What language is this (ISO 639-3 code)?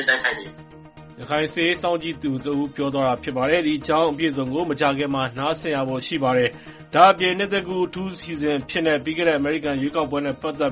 mya